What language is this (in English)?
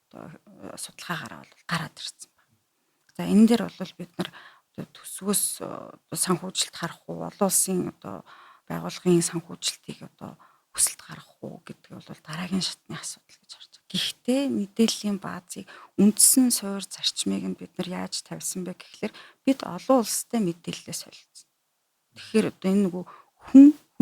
Mongolian